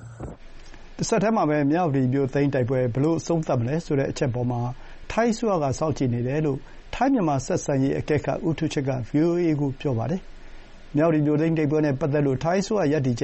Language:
Burmese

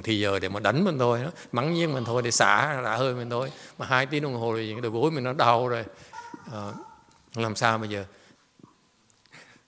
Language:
Vietnamese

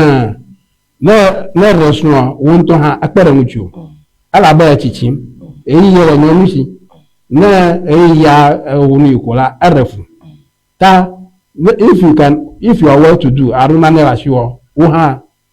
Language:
Ewe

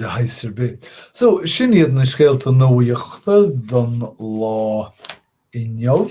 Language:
Irish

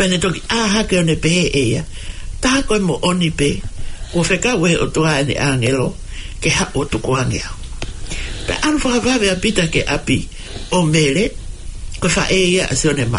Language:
Tongan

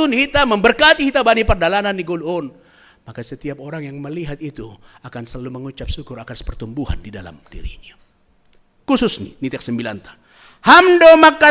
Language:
Batak Simalungun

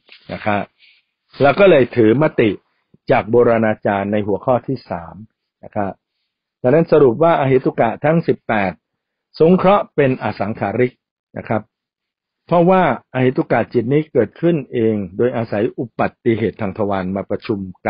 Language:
Thai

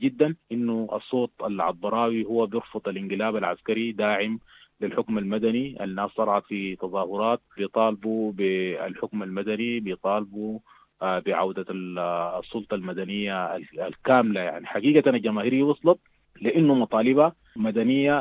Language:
Sudanese Arabic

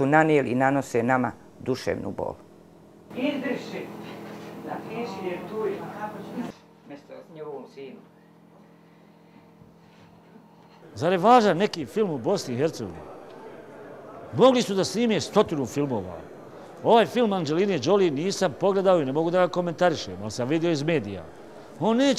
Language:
Bosnian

